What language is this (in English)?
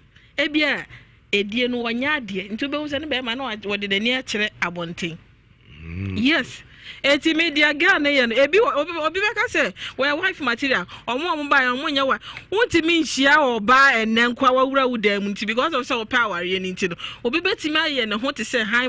Akan